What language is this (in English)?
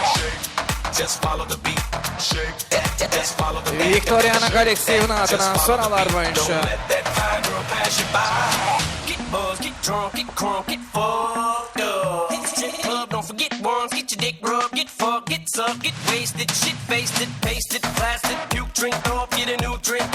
Kara-Kalpak